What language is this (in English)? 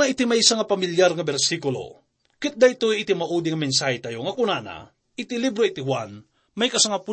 Iloko